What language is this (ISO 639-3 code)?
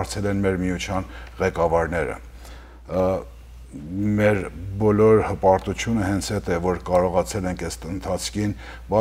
hyw